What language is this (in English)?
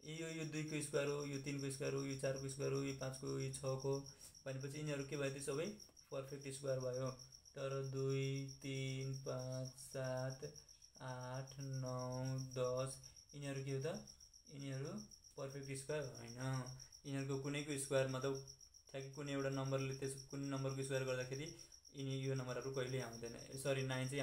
Nepali